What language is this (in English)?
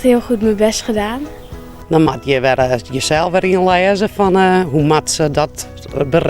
Western Frisian